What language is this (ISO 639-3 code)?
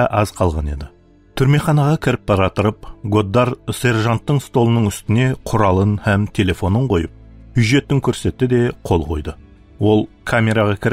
kaa